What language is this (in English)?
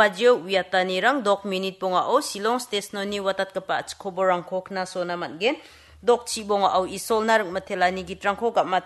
Garo